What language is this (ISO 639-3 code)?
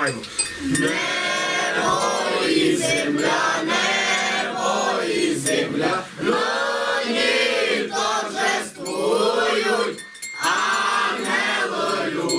rue